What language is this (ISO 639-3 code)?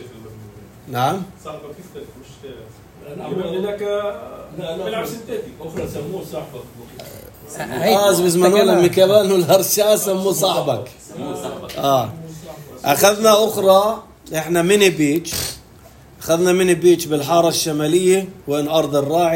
apc